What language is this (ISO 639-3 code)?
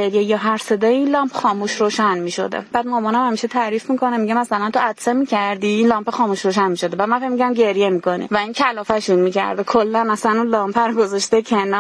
fas